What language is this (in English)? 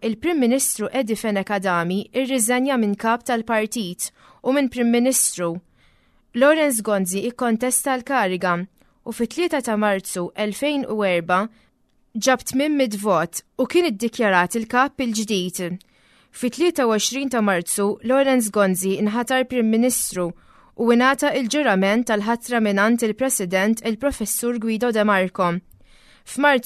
Maltese